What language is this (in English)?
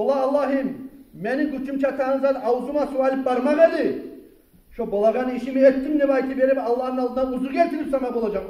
Kumyk